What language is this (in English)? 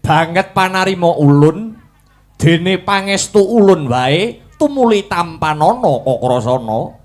Javanese